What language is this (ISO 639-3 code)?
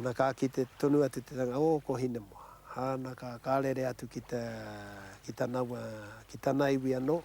mri